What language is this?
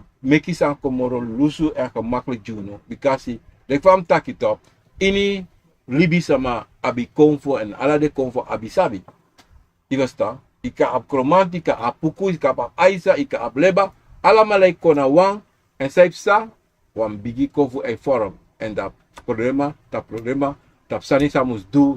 Sranan Tongo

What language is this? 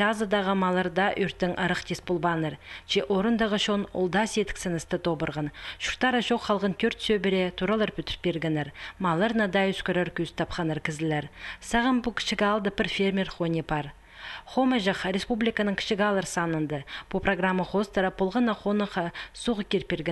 Khakas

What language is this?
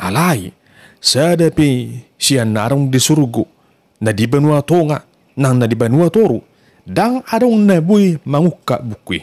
Batak Toba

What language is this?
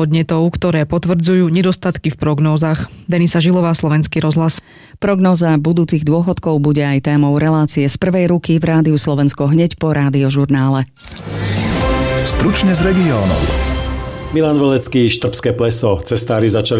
Slovak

